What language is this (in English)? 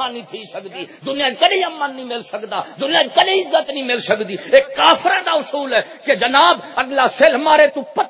Saraiki